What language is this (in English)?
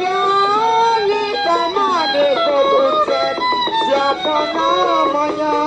Betawi